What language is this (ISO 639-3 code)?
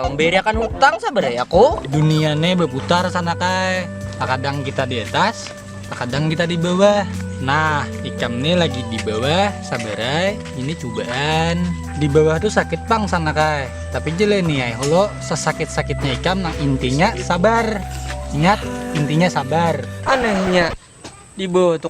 bjn